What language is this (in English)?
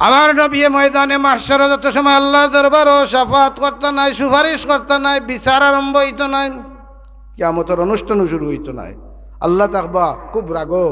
Sylheti